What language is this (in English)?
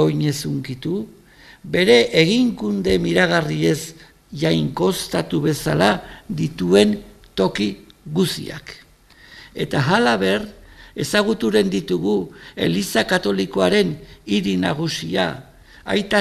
Basque